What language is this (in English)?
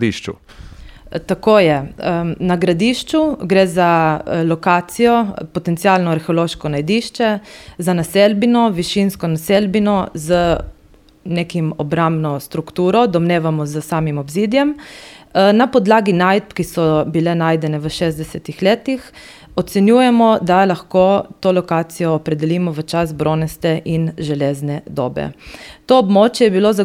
Slovenian